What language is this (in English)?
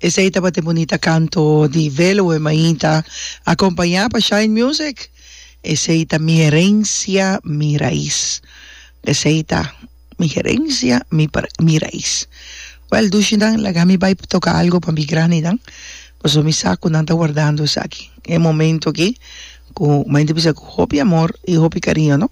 Papiamento